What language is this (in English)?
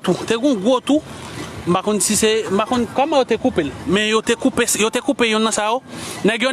Haitian Creole